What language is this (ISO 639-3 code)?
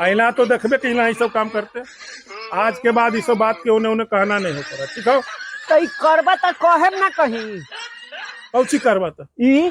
mag